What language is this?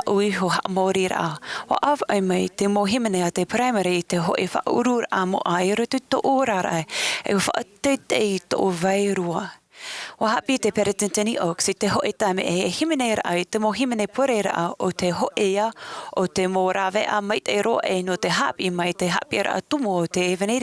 Tahitian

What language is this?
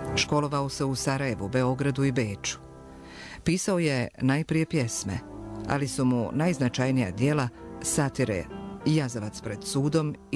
Bosnian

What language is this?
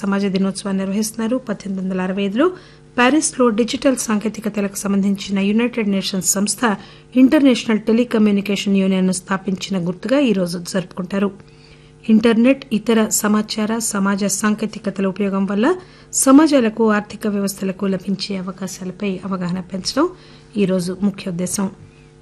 Telugu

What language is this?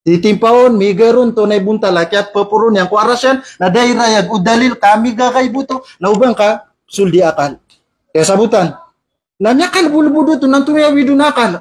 Maranao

